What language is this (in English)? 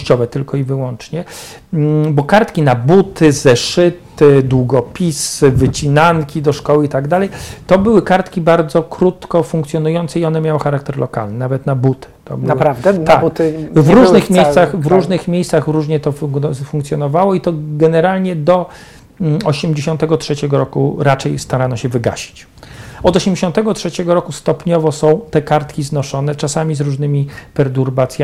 Polish